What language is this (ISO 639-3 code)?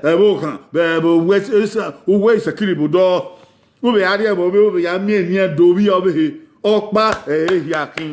bin